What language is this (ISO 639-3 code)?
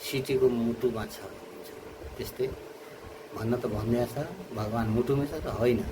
nep